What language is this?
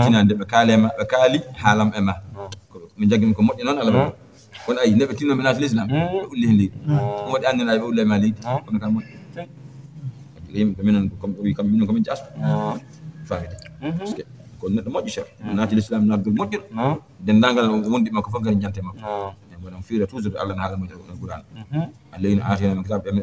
Fula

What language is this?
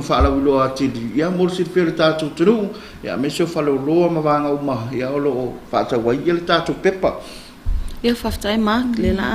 Samoan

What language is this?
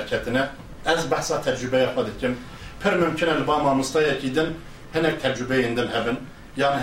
Kurdish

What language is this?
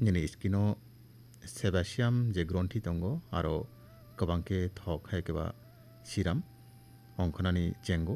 Kok Borok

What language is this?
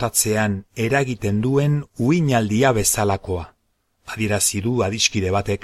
Basque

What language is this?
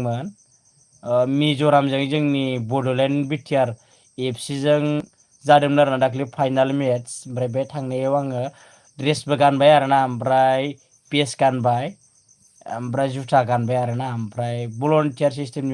Bodo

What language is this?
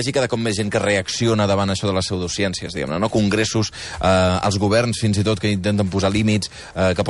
Catalan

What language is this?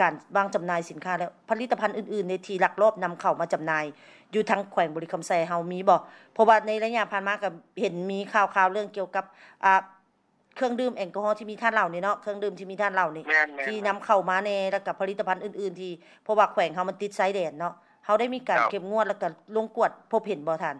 Lao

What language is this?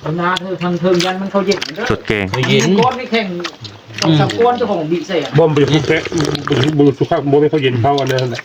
Northeastern Thai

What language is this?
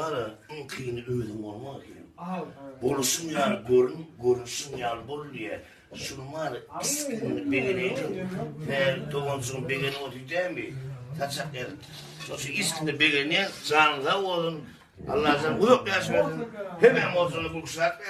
Turkmen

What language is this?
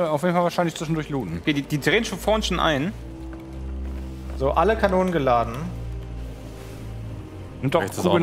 German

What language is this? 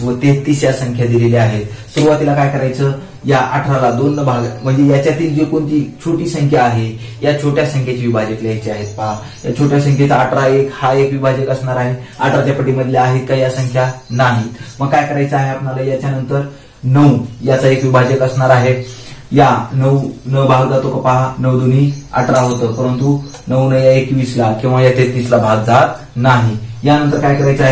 Marathi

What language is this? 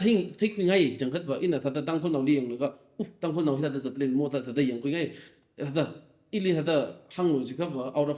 Tangkhul Naga (India)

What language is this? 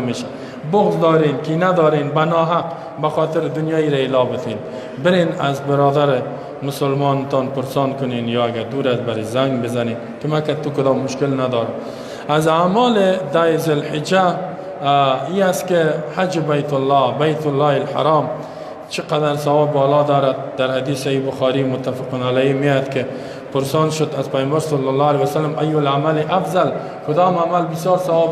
Persian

